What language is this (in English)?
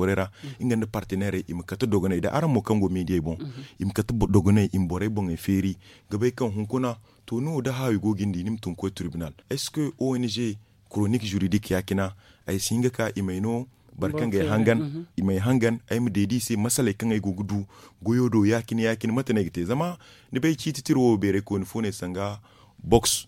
Zarma